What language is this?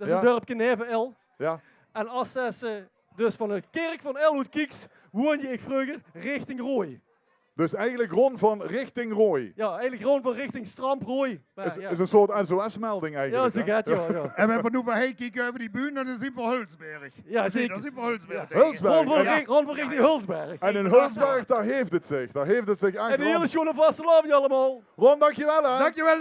Limburgish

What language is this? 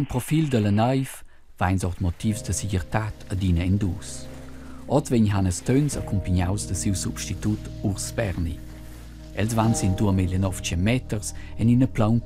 Romansh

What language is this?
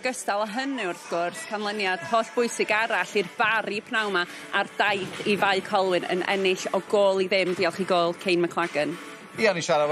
Welsh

